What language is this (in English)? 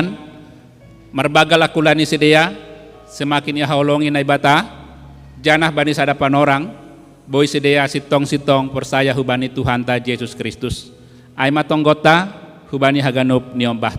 Batak Simalungun